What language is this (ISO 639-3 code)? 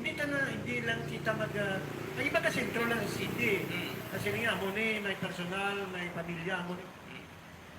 hil